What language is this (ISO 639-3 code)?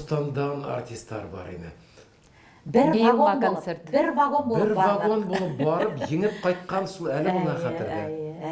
bak